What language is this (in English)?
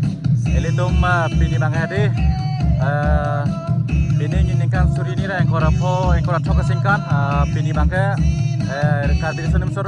Karbi